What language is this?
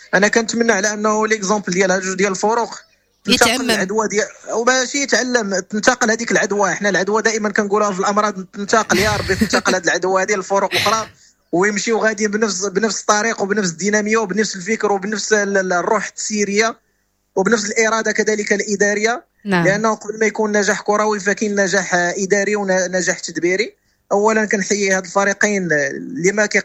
Moroccan Arabic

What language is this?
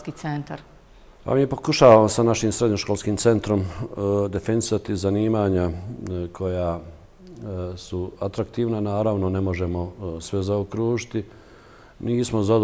Bosnian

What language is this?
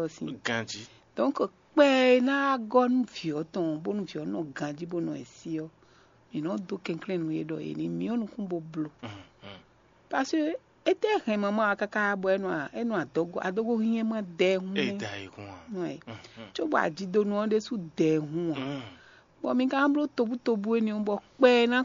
Fon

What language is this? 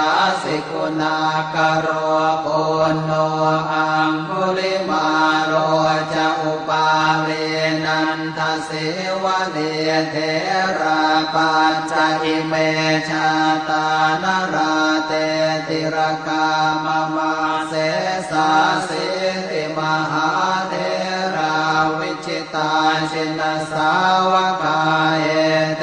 Pali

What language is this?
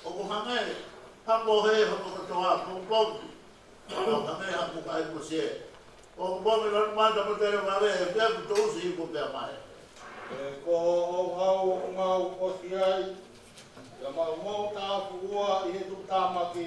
Tongan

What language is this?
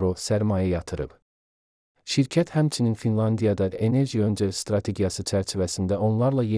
Azerbaijani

